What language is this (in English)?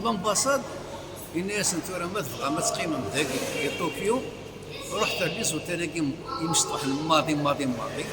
Kabyle